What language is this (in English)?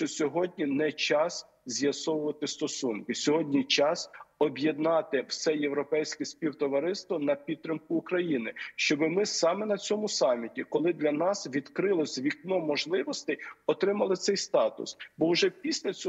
Ukrainian